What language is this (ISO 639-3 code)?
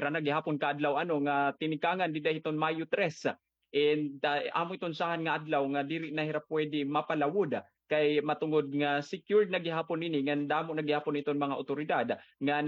war